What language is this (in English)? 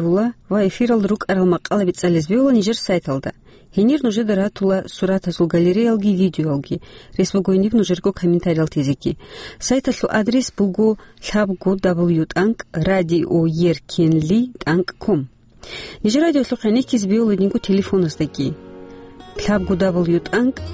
Avaric